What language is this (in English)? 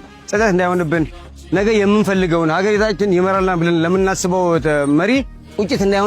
Amharic